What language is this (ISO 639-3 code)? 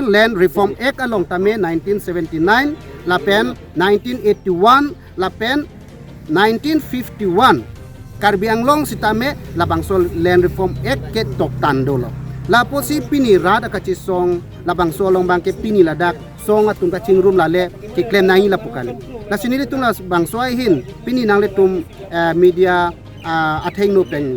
mjw